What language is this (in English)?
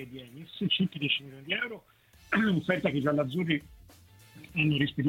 Italian